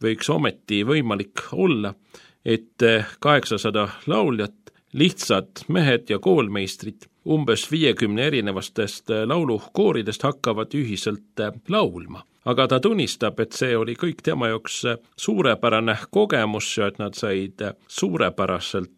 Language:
Estonian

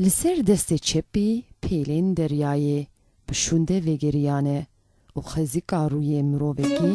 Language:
Kurdish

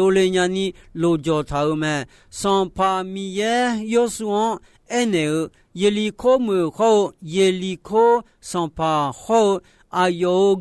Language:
Akha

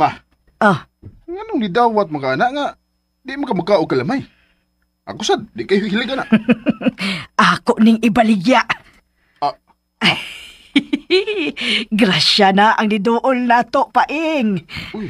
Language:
Cebuano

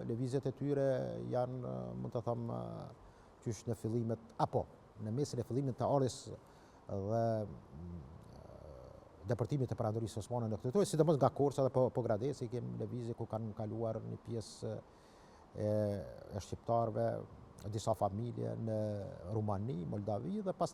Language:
Albanian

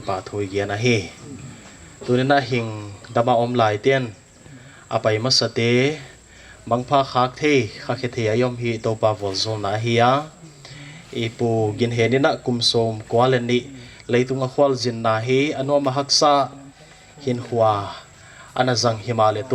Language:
Paite Chin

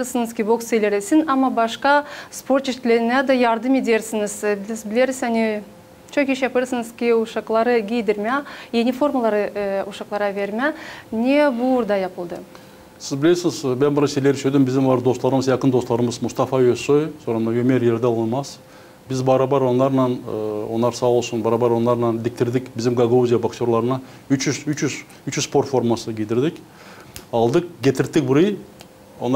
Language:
Gagauz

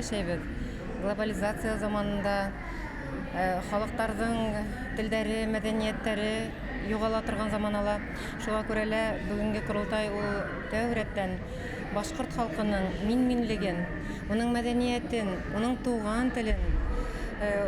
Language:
Bashkir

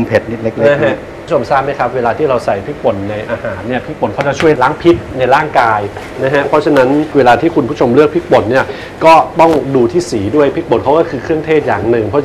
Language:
Thai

